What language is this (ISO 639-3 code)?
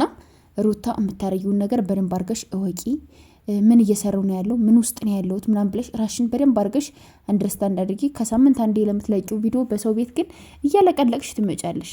amh